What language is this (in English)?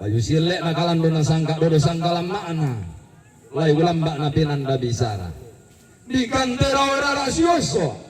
Toraja-Sa'dan